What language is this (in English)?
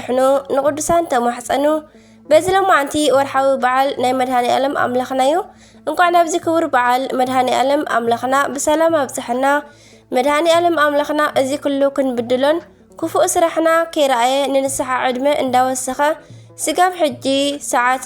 Tigrinya